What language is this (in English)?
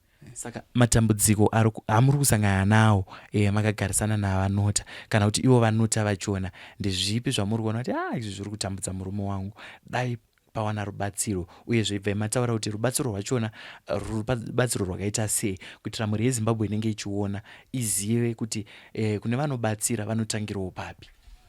Shona